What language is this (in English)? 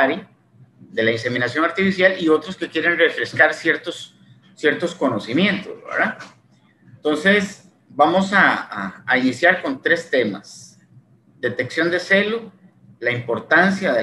Spanish